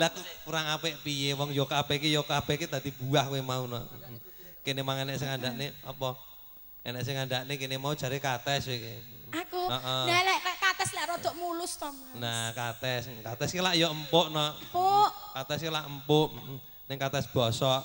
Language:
Javanese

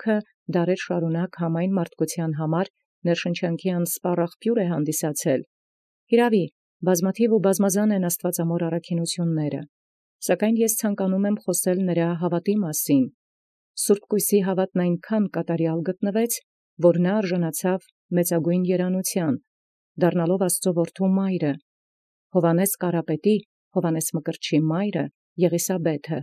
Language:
Armenian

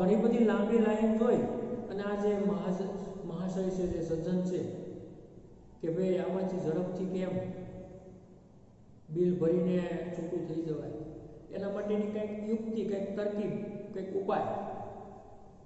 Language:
Gujarati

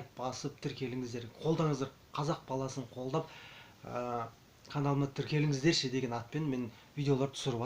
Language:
Kazakh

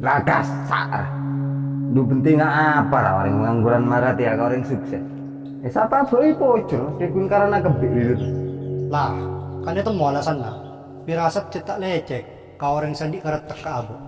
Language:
Madurese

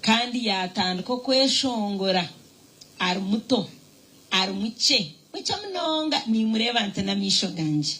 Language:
Nyankole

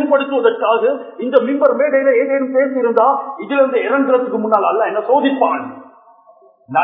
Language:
Tamil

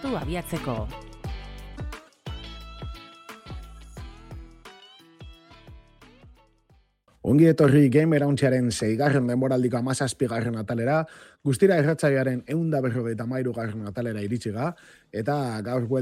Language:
Basque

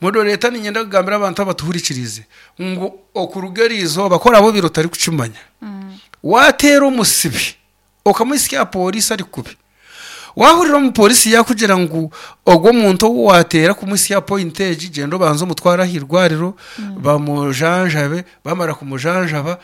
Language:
Nyankole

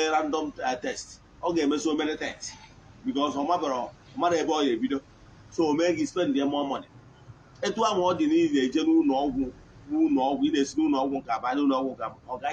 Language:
Igbo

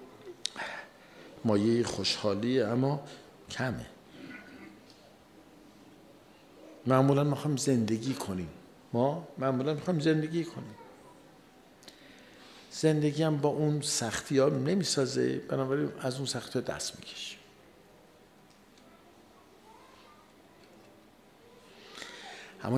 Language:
Persian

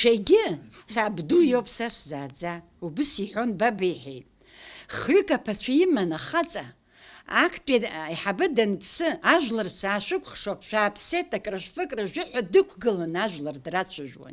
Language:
Abkhazian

